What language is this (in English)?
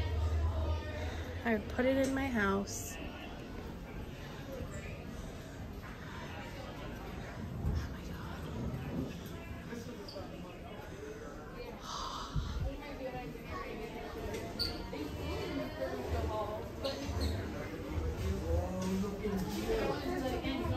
English